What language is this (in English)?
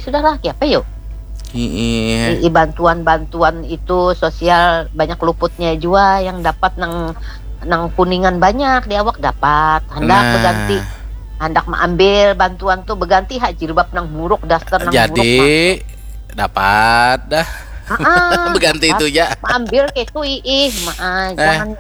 Banjar